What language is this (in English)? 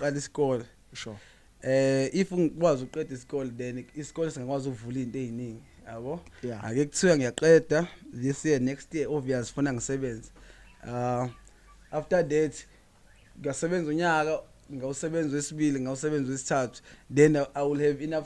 Zulu